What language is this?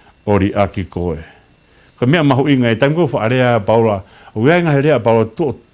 Tongan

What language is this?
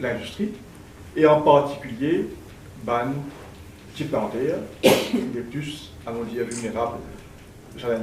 Morisyen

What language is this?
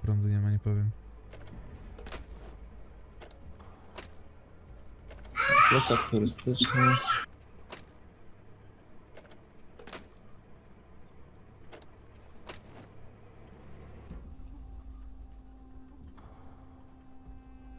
Polish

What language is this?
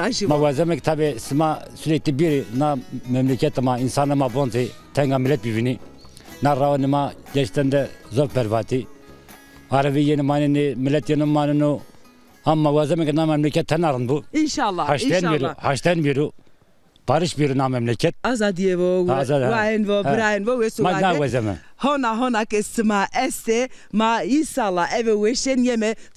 Zaza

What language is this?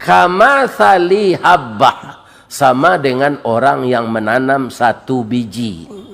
Minangkabau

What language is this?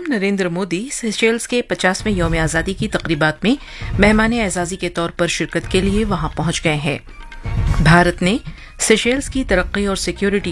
Urdu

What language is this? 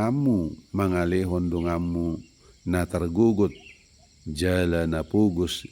Batak Toba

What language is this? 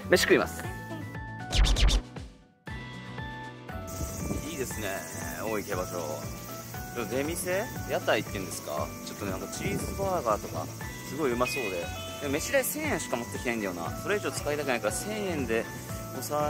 Japanese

